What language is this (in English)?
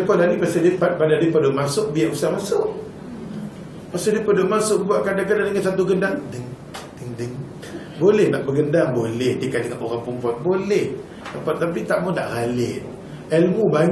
Malay